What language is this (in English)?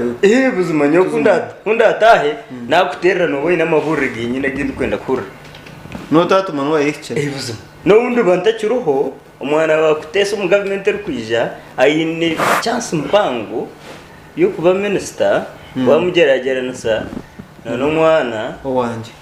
Nyankole